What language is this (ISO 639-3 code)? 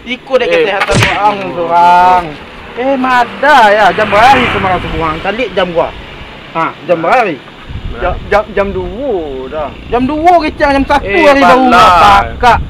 min